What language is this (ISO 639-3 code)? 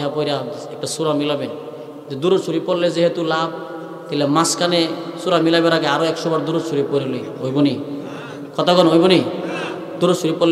ben